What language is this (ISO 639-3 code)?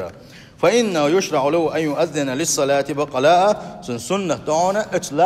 che